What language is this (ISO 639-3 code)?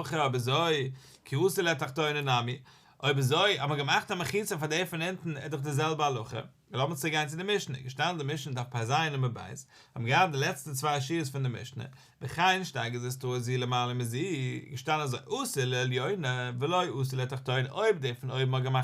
yid